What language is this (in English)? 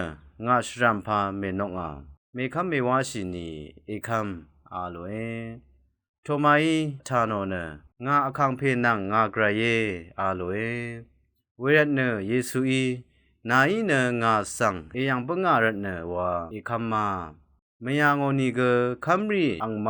Rawang